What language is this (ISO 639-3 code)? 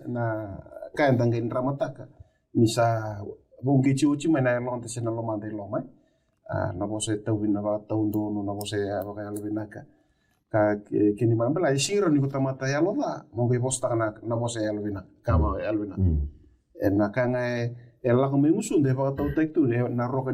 fij